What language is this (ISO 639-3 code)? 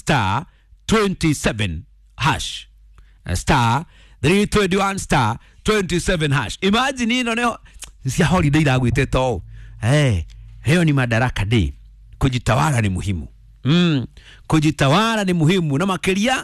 kik